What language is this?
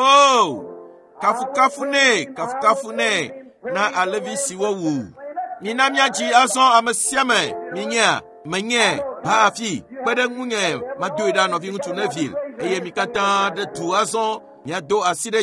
Ewe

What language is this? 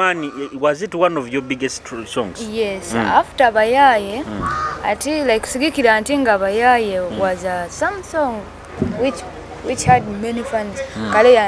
Nyoro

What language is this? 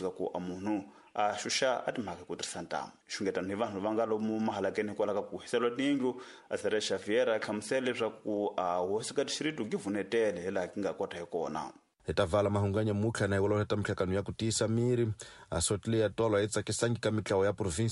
Tsonga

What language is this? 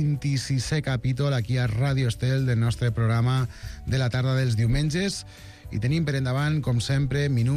Catalan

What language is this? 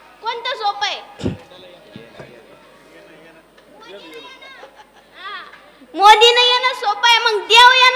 Marathi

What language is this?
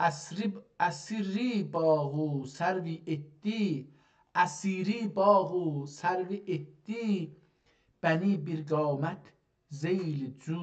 South Azerbaijani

